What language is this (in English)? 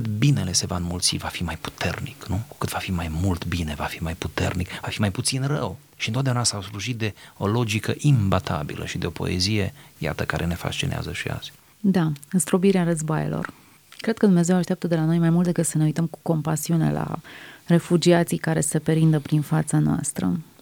Romanian